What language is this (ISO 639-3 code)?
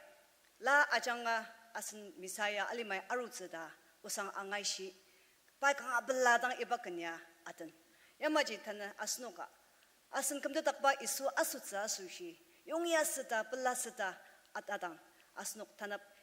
njo